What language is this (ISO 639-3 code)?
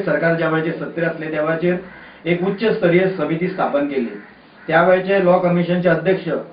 kok